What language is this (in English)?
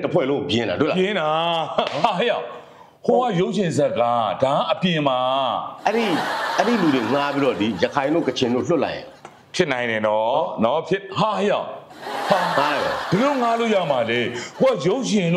Burmese